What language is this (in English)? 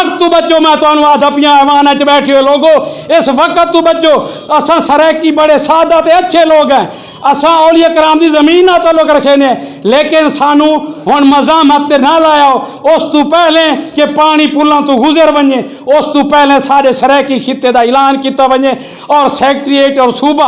Saraiki